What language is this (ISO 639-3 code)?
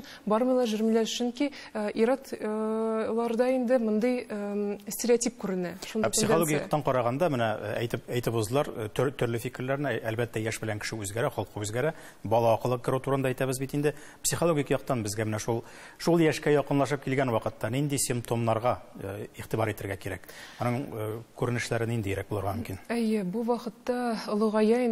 tat